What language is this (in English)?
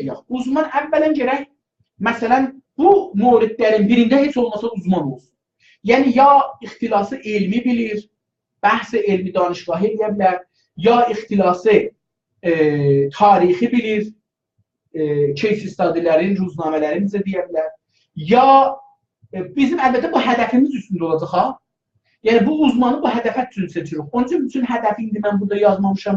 South Azerbaijani